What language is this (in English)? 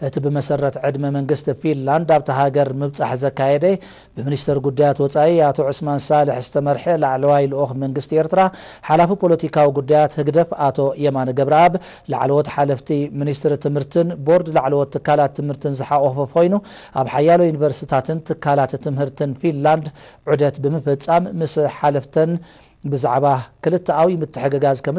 Tigrinya